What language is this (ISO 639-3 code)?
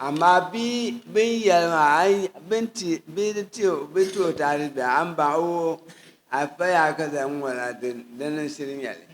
dag